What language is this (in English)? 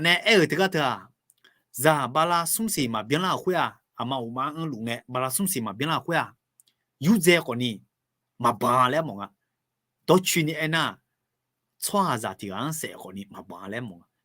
Akha